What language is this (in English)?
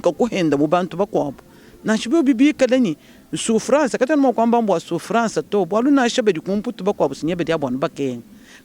Luba-Lulua